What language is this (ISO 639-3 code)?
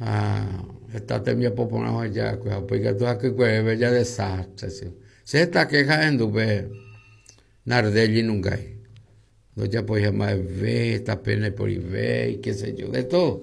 grn